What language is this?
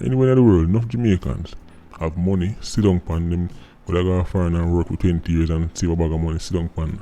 Jamaican Creole English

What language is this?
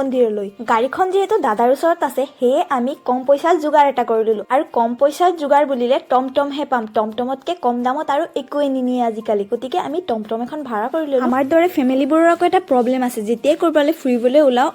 Assamese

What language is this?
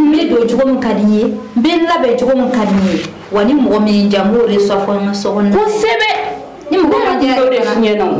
Bambara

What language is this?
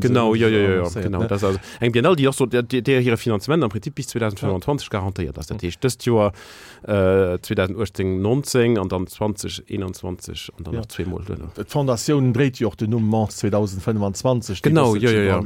Luxembourgish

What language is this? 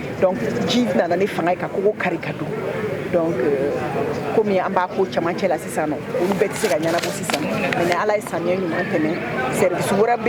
Bambara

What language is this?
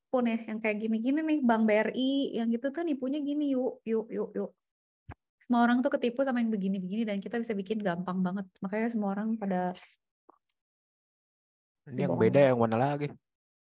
Indonesian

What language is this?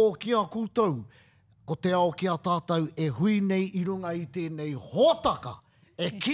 Māori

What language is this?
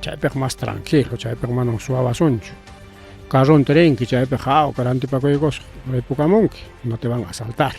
Ayacucho Quechua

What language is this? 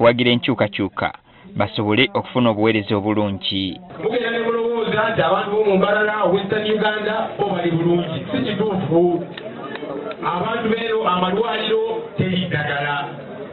Ganda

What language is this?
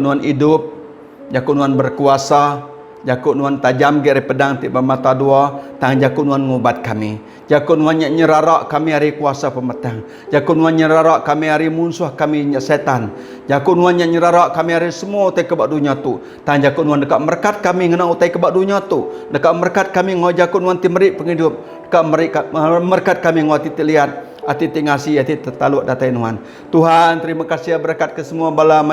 Iban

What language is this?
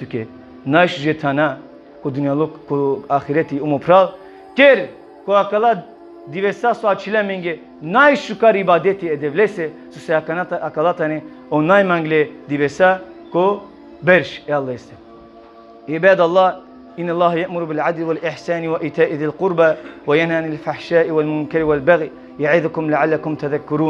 Balkan Romani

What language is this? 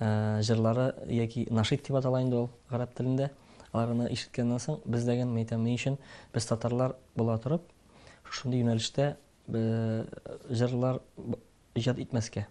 Tatar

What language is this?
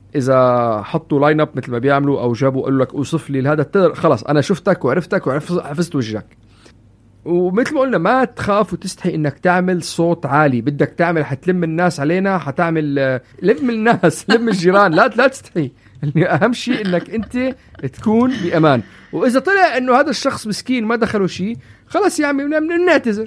North Levantine Arabic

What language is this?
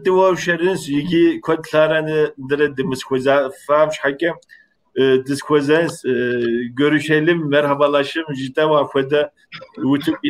Kabardian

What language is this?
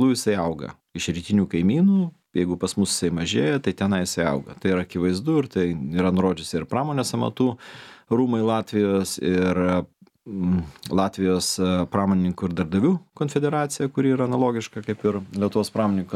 Lithuanian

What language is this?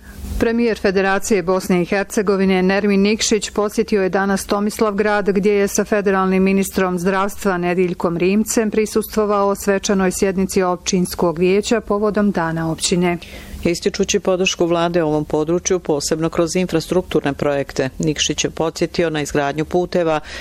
Bosnian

